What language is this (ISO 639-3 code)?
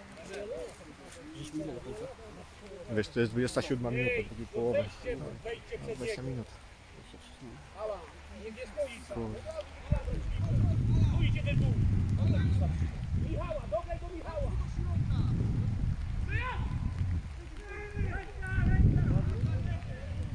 pol